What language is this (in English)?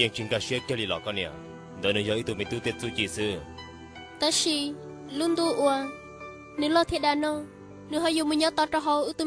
Hmong